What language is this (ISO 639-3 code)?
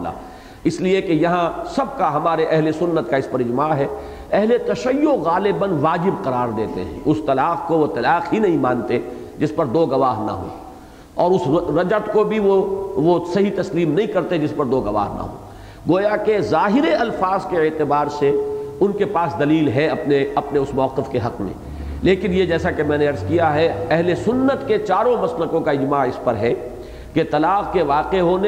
urd